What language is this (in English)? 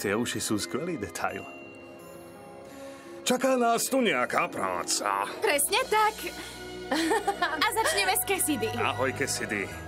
Slovak